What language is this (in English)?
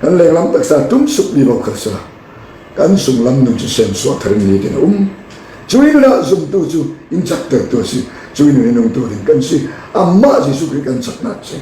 Falam Chin